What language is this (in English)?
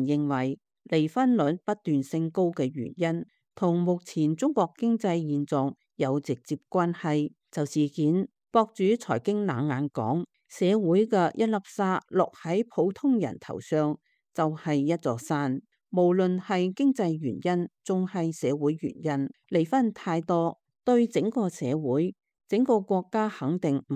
Cantonese